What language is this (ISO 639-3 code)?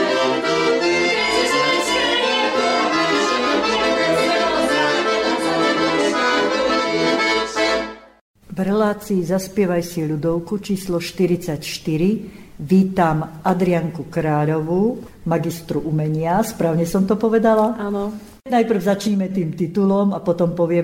slk